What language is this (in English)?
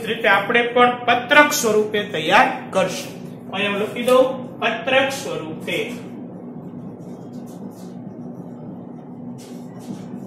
Gujarati